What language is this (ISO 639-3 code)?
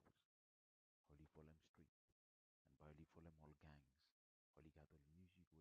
bis